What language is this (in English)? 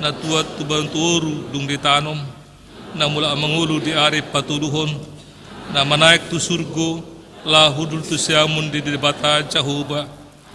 Batak Toba